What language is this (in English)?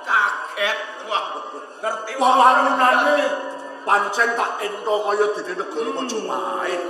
Javanese